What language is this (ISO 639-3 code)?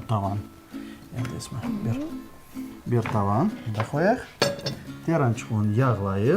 crh